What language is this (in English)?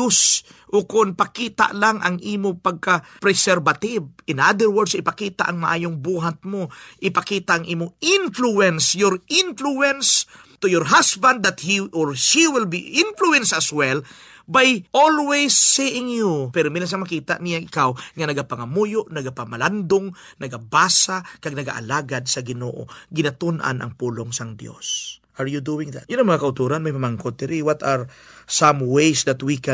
Hiligaynon